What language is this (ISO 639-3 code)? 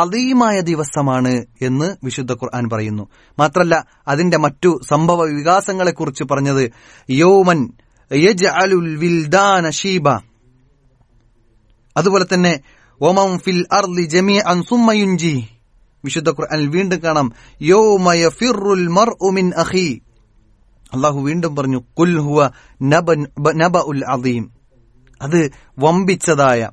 mal